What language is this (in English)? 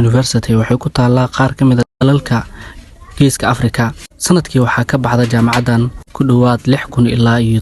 Somali